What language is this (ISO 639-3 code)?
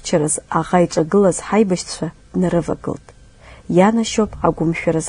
abk